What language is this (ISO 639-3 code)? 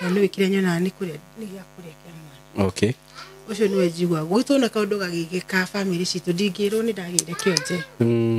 kik